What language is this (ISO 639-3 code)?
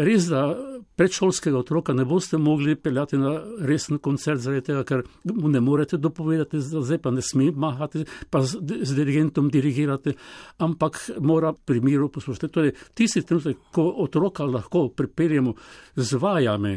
slv